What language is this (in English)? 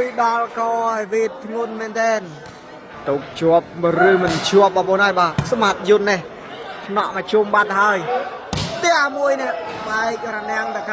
Khmer